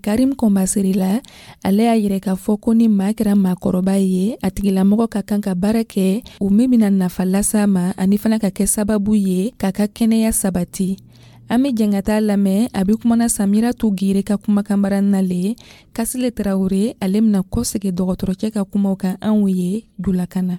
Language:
Dyula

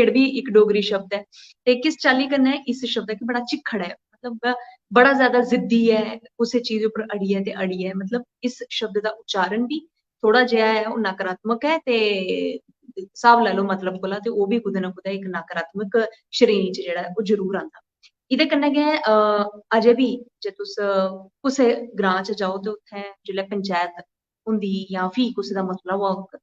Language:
Dogri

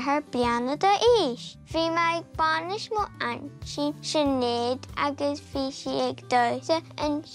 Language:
Irish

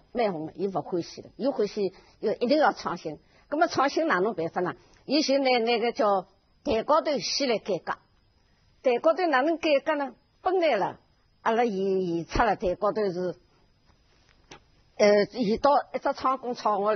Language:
Wu Chinese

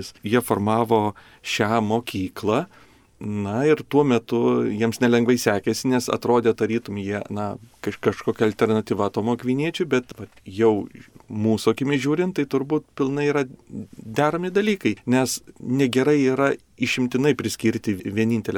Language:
Lithuanian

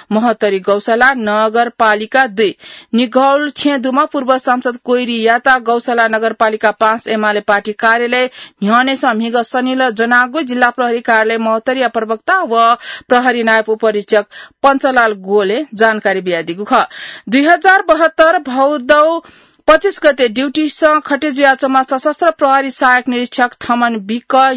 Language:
Newari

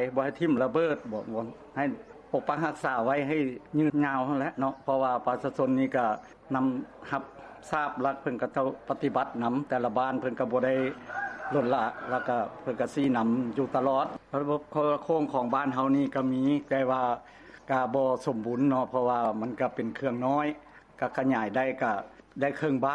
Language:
Lao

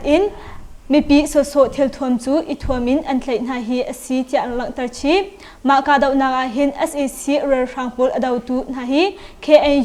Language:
Hakha Chin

